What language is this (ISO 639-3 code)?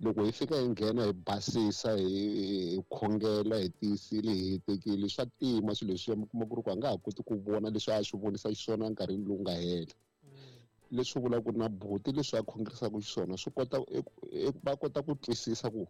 tso